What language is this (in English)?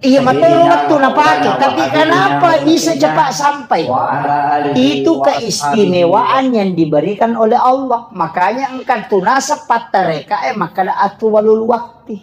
Buginese